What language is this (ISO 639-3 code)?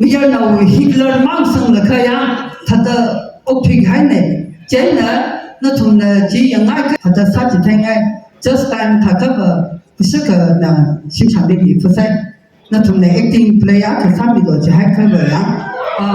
nmf